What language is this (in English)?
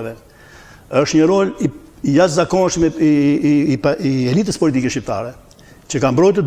Albanian